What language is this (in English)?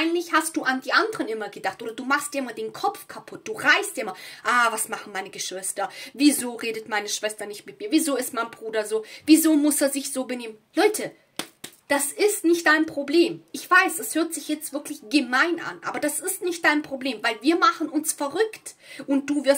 German